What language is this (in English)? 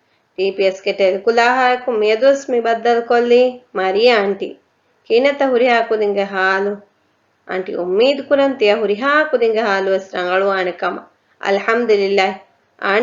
Divehi